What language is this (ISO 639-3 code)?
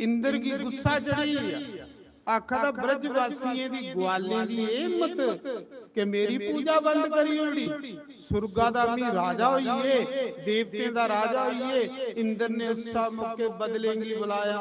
doi